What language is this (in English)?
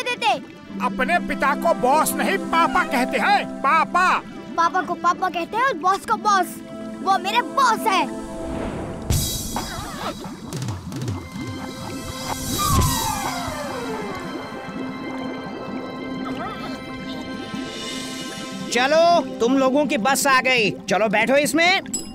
Hindi